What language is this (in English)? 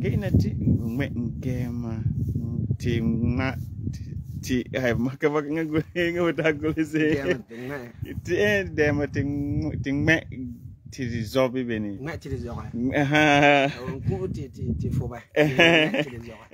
Frafra